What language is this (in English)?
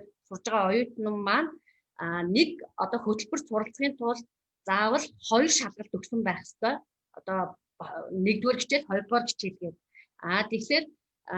Mongolian